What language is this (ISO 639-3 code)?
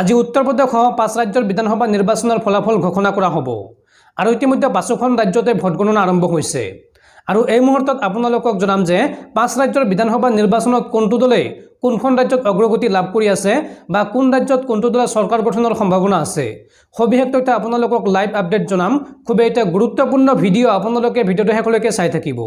asm